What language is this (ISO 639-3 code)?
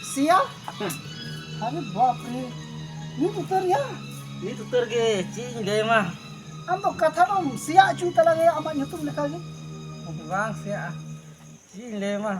sat